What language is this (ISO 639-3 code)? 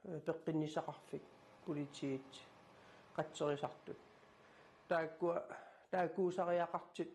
kal